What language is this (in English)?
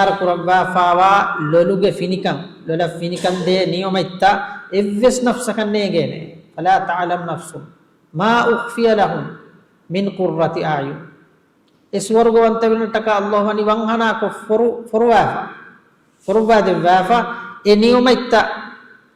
Divehi